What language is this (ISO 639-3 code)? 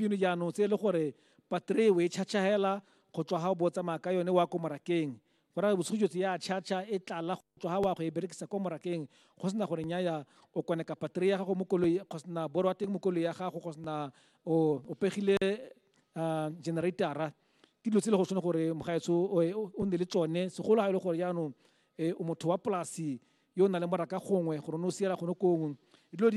tsn